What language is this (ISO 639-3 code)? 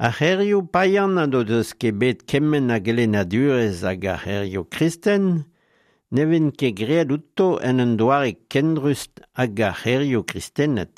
bre